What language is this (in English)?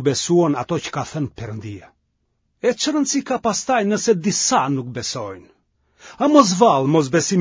Albanian